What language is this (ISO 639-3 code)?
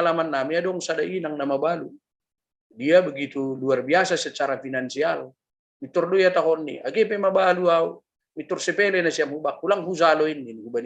bts